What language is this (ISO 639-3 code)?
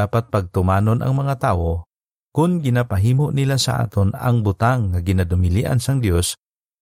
hil